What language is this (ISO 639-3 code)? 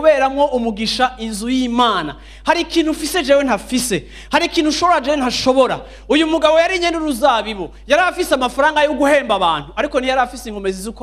run